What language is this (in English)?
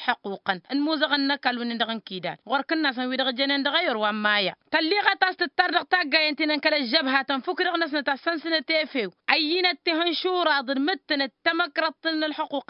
Tamasheq